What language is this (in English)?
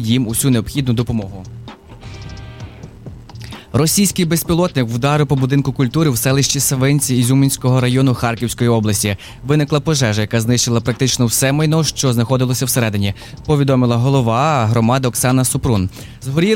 Ukrainian